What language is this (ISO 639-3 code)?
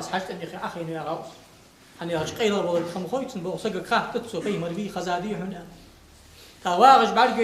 inh